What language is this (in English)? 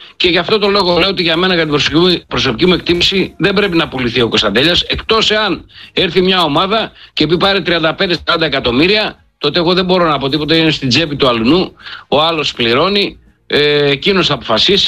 Greek